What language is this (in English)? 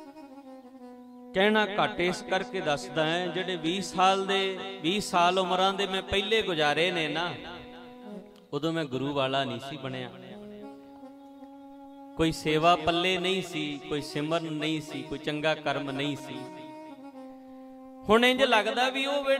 Punjabi